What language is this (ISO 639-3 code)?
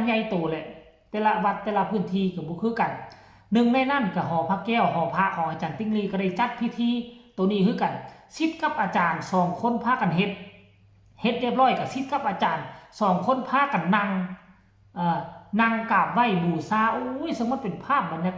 tts